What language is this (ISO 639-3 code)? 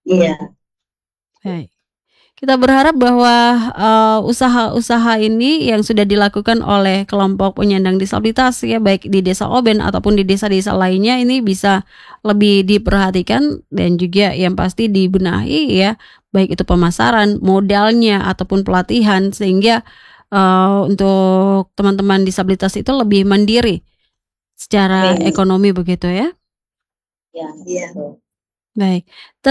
ind